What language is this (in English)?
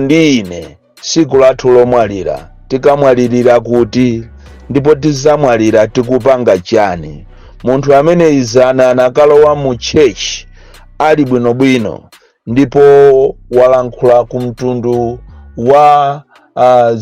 Nyanja